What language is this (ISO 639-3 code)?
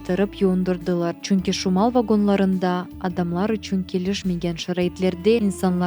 crh